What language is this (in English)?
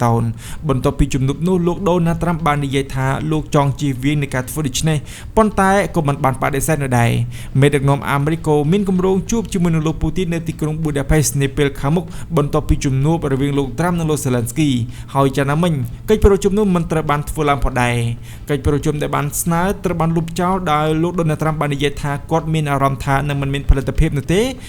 Khmer